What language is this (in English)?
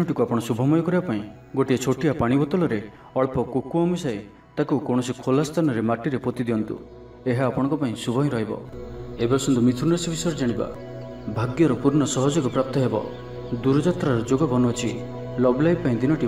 Odia